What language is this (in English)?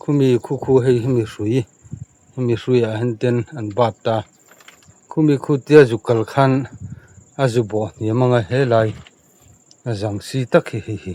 Mizo